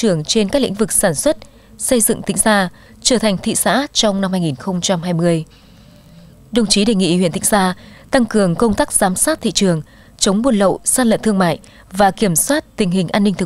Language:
Vietnamese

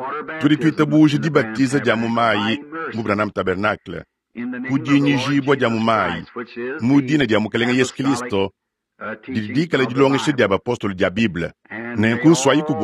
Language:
Luba-Lulua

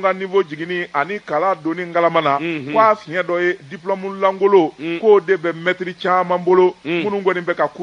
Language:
Bambara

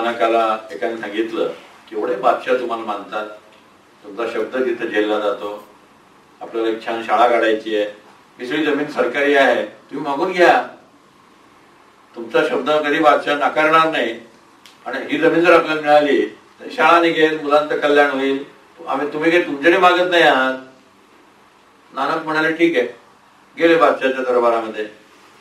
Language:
Marathi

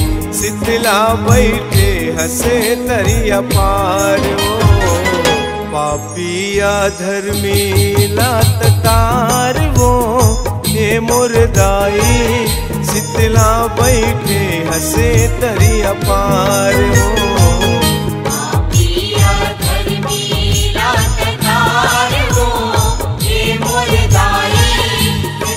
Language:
Chhattisgarhi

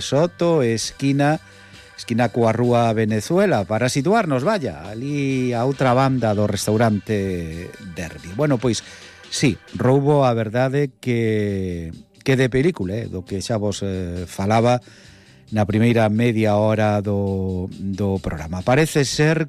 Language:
Galician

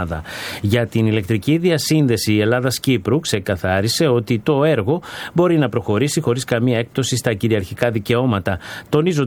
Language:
Greek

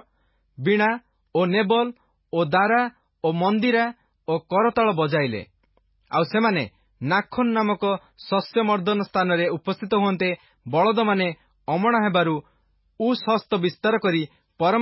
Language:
Odia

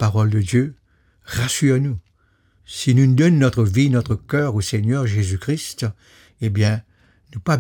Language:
Morisyen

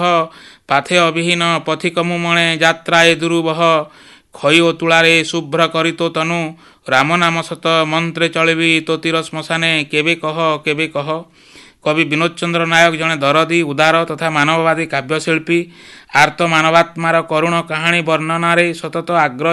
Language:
Odia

